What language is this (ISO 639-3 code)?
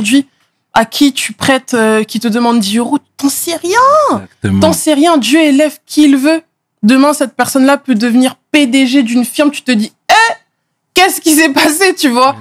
fra